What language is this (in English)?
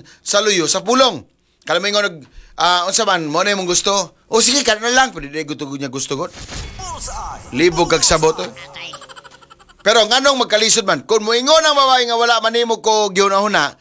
Cebuano